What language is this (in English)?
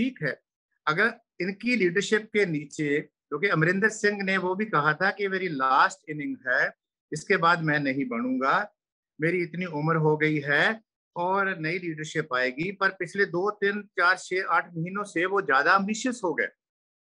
Hindi